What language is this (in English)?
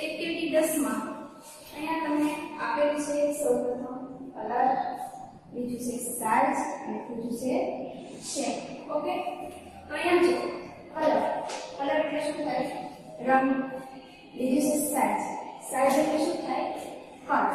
Gujarati